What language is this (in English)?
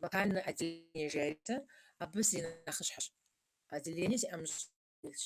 Kabardian